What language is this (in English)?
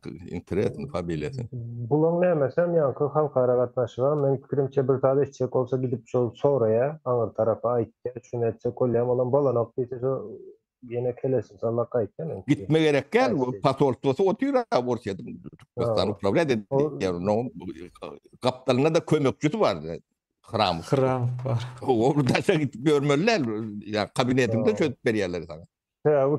Turkmen